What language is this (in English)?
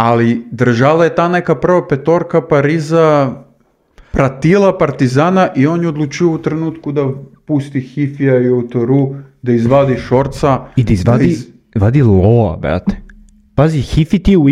Serbian